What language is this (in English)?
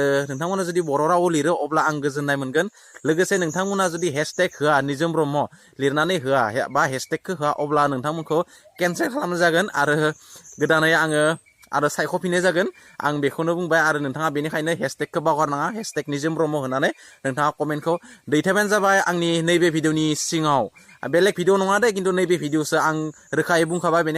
Bodo